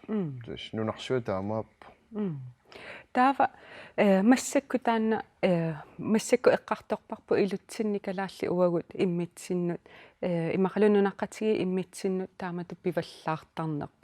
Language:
Kalaallisut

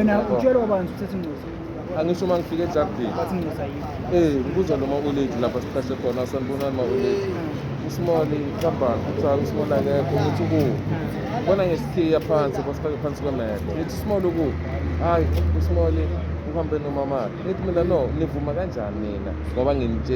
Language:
Zulu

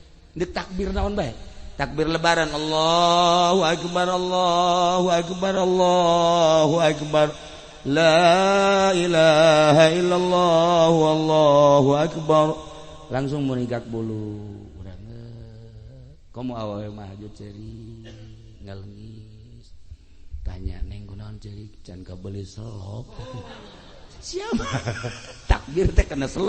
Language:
Sundanese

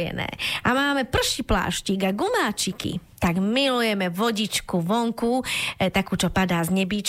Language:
Slovak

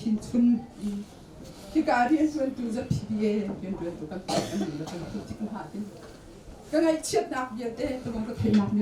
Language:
Hakha Chin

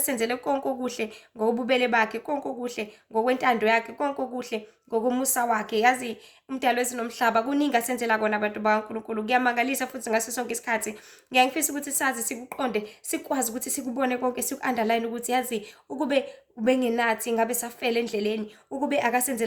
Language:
Zulu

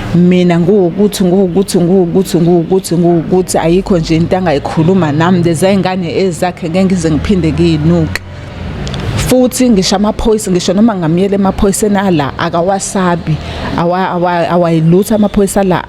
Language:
Zulu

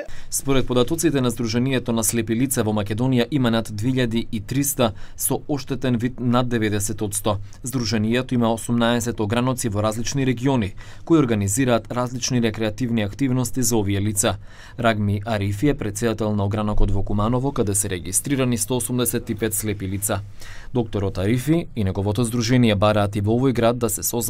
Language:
Macedonian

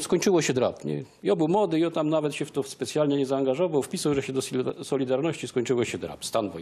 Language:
Silesian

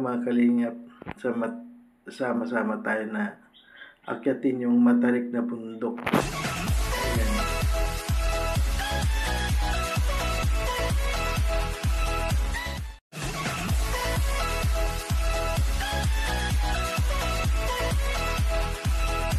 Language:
Filipino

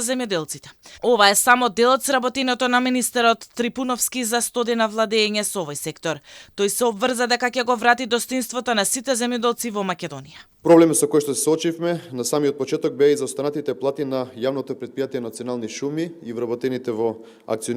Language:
Macedonian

